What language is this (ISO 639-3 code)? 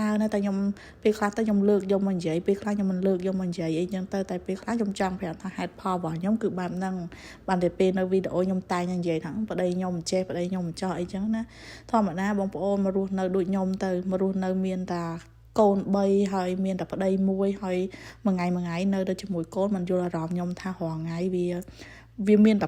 khm